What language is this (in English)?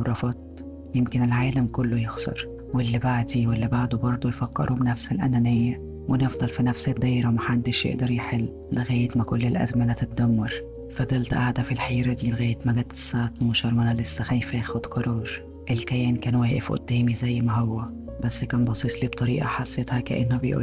Egyptian Arabic